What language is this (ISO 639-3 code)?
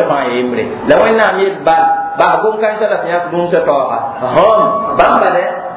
mos